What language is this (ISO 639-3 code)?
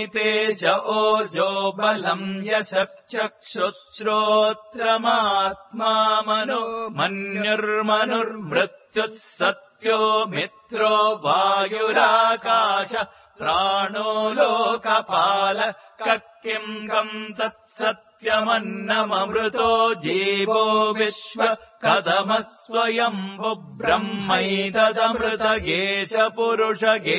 san